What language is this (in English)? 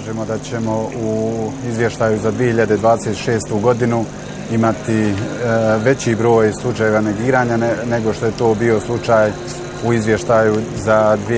Bosnian